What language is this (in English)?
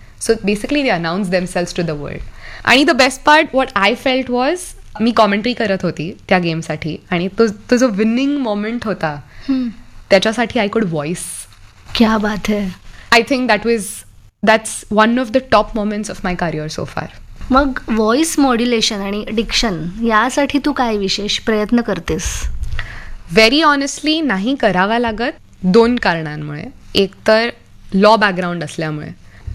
Marathi